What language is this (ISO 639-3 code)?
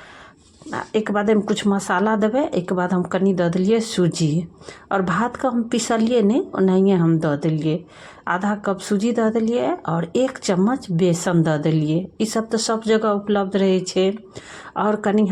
mai